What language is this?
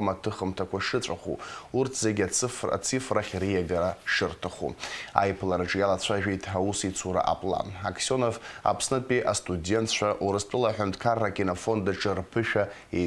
Abkhazian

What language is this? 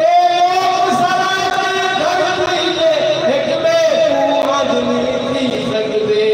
Saraiki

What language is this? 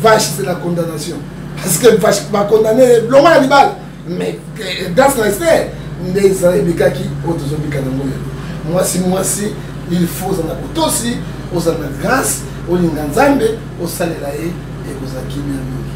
Lingala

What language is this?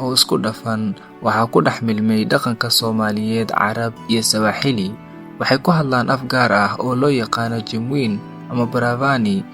Somali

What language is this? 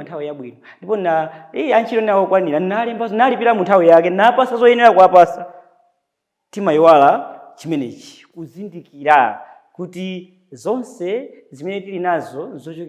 Nyanja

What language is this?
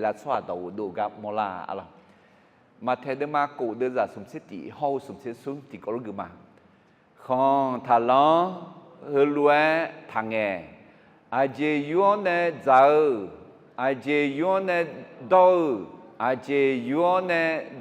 Akha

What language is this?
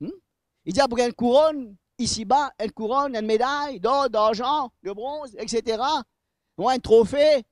Morisyen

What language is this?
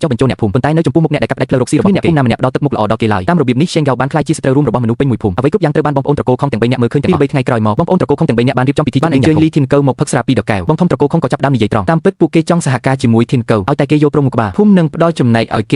Khmer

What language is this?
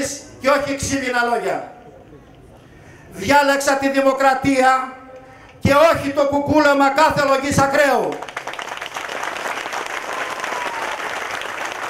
Greek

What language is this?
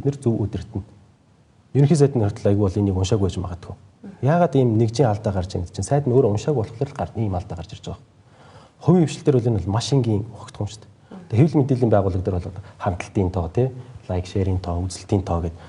Mongolian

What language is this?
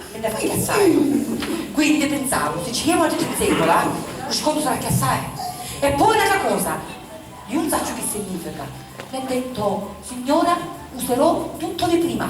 Sicilian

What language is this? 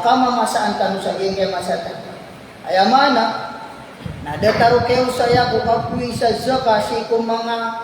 Maranao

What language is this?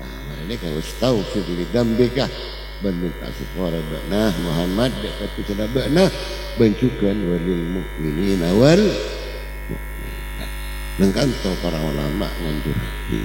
Madurese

